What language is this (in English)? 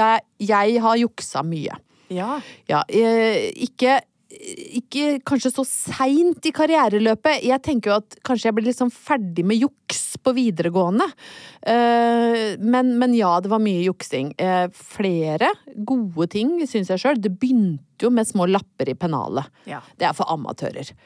Norwegian